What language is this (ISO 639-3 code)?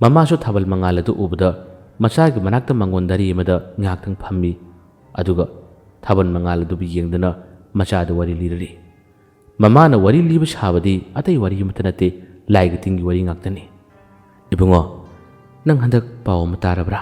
mni